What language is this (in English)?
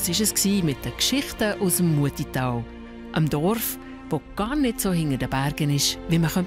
Swiss German